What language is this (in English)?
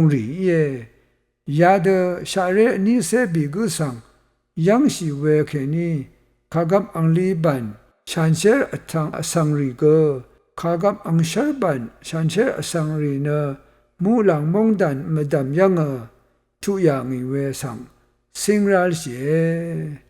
Rawang